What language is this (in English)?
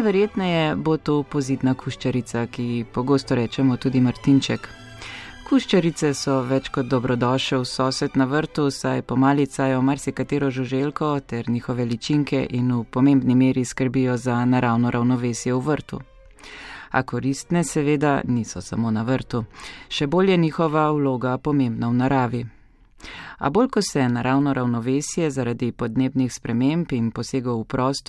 Slovenian